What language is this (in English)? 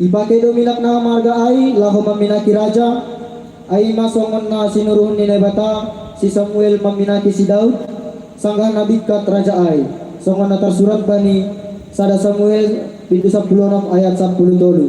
Batak Simalungun